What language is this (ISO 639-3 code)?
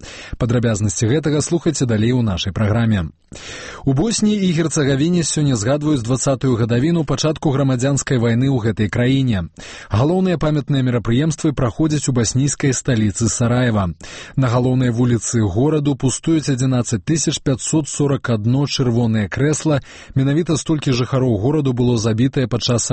bel